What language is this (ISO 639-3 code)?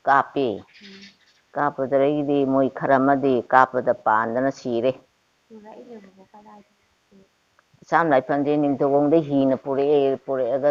mni